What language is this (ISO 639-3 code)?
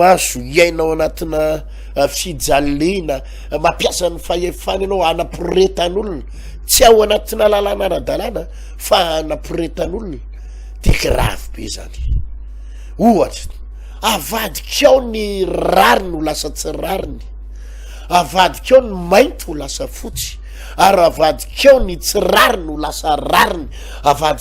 mlg